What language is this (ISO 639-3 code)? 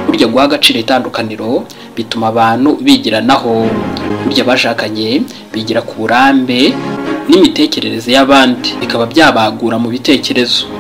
kin